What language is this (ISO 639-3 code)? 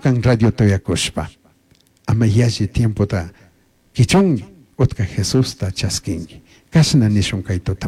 qug